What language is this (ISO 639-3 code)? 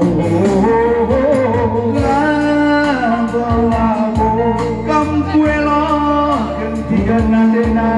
btx